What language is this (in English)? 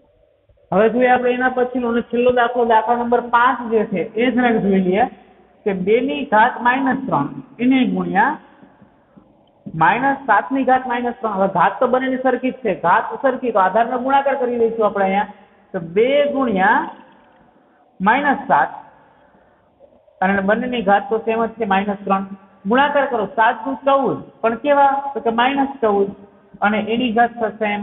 Gujarati